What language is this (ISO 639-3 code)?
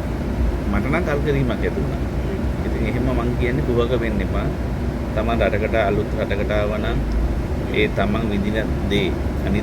sin